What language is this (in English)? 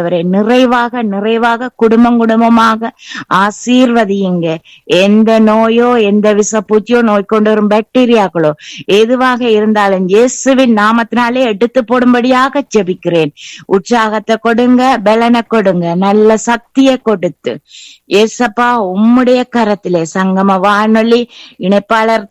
Tamil